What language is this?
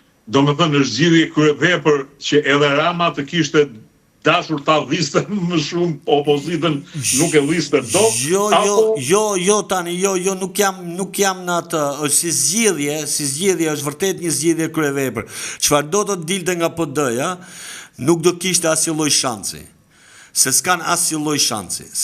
Albanian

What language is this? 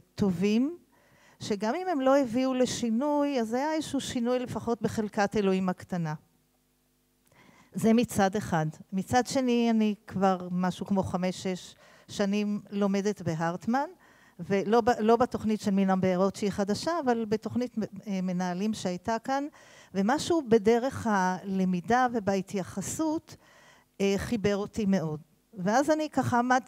Hebrew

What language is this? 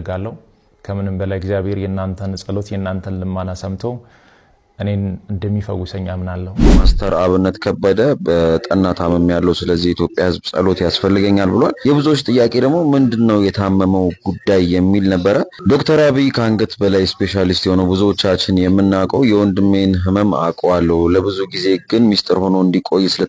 Amharic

